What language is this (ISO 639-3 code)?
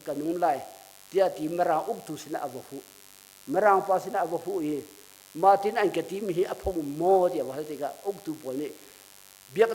cnh